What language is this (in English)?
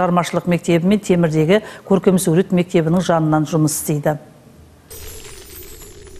Kazakh